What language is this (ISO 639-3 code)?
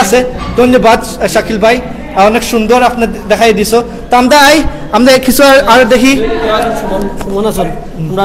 syl